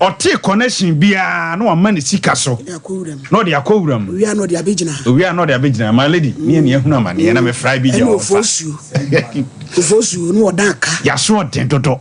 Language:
Akan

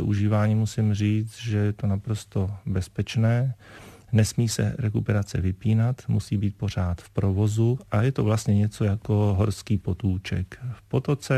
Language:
Czech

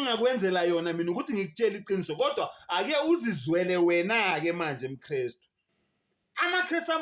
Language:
Zulu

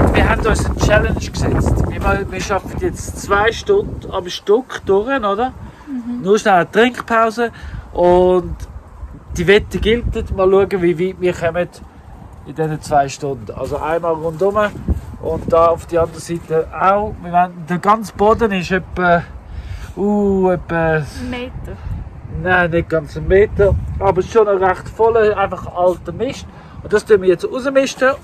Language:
Swiss German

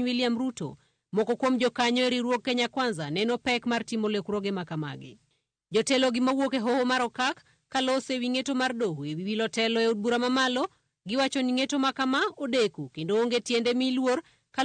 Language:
Luo (Kenya and Tanzania)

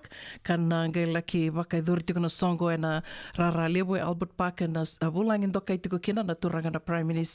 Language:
Fijian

